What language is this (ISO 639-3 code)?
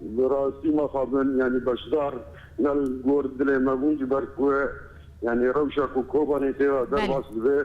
kur